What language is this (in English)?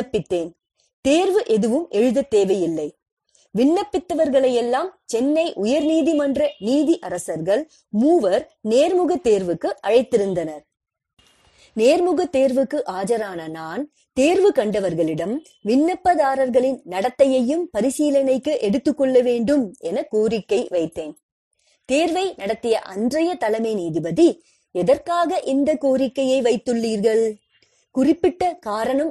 Tamil